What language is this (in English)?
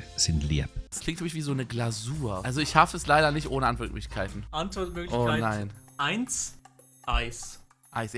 Swiss German